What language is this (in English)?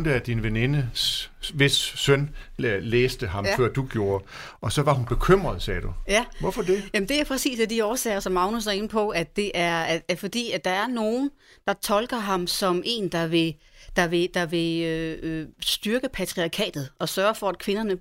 Danish